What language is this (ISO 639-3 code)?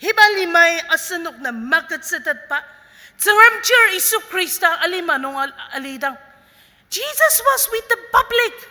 njo